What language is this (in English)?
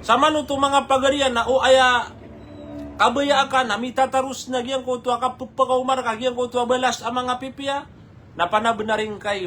Maranao